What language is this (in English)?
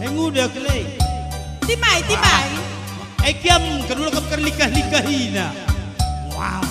Batak Karo